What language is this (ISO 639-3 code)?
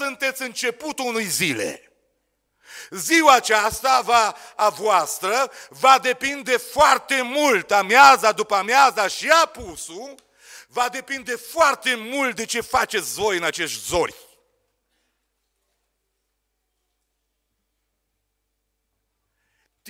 ron